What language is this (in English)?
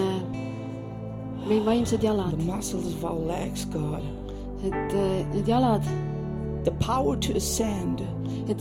Estonian